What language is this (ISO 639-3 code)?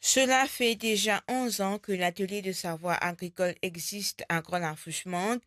mfe